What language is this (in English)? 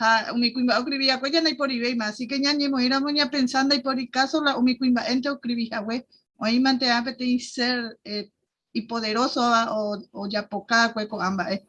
Guarani